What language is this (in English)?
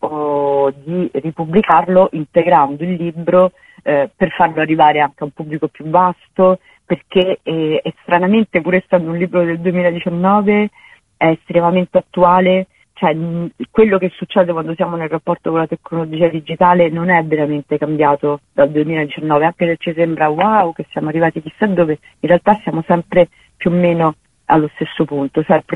Italian